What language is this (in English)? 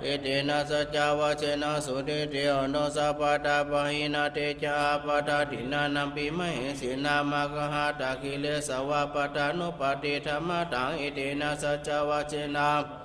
Pali